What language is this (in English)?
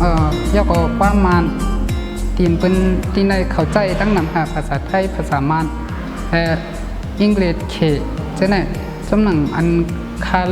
Shan